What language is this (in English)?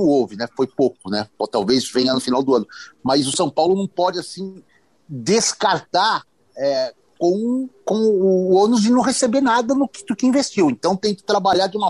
Portuguese